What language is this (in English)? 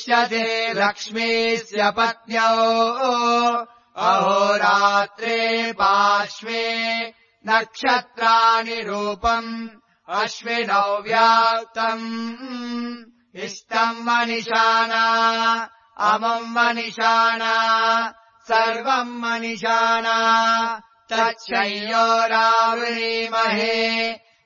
Sanskrit